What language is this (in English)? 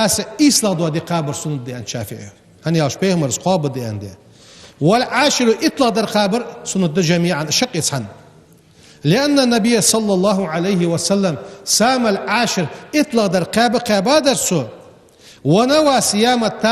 Ingush